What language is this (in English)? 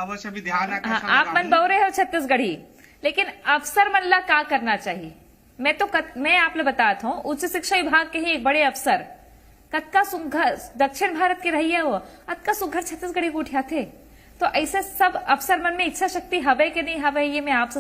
Chhattisgarhi